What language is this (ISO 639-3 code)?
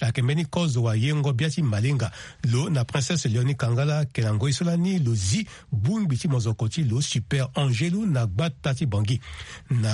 sag